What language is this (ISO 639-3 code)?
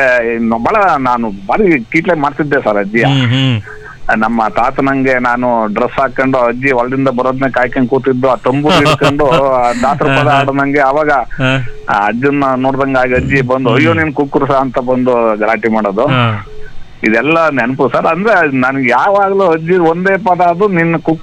kan